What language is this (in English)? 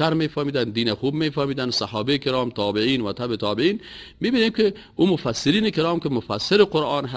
Persian